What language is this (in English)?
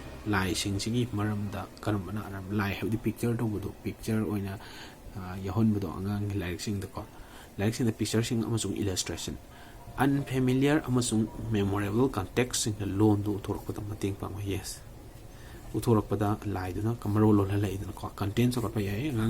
Manipuri